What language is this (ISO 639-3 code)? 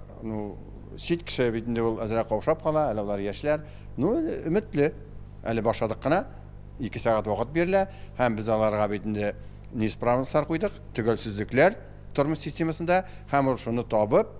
tat